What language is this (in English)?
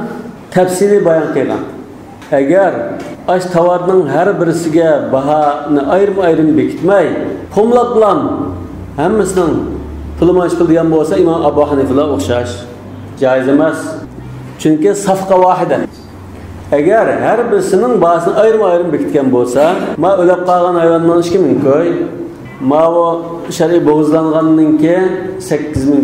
Uyghur